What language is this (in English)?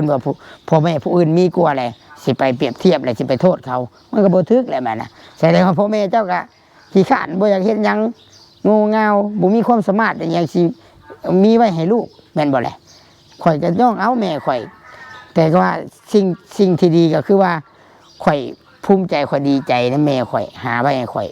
Northeastern Thai